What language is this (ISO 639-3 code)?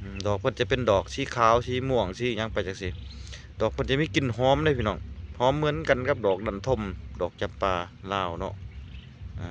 lao